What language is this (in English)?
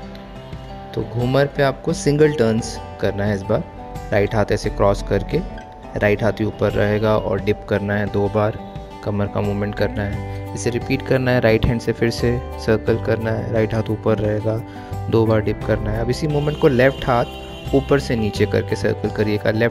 Hindi